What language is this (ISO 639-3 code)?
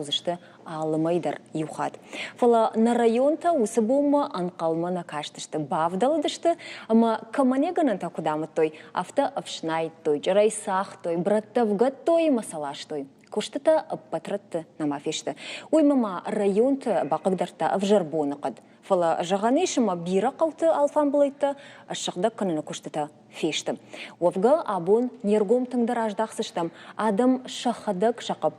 oss